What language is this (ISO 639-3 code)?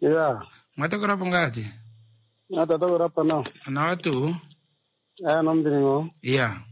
kua